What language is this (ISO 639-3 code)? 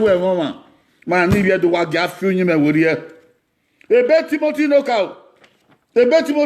bin